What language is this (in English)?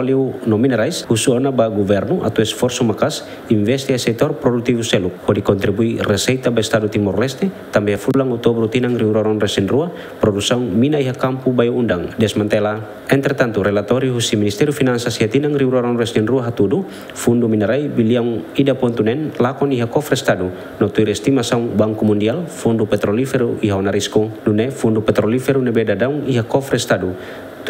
Tetum